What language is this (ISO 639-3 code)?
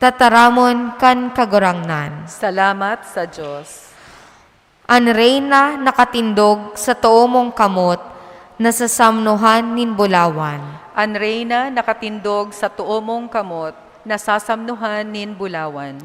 bik